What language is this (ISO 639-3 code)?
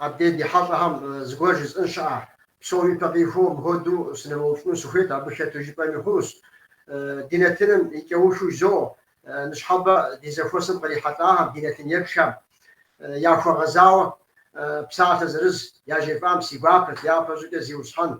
kbd